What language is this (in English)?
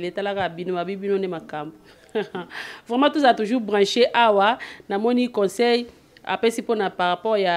Lingala